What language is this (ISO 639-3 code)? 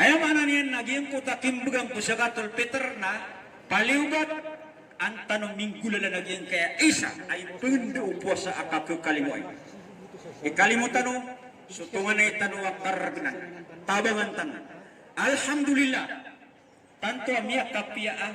mrw